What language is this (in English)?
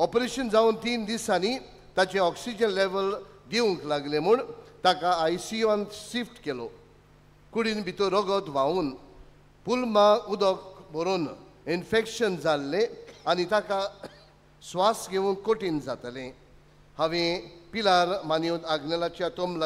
Konkani